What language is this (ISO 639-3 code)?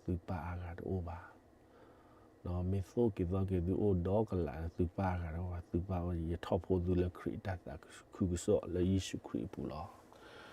ksw